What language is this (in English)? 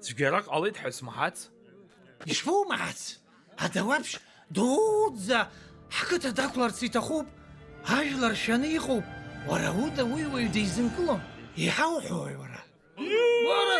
Abkhazian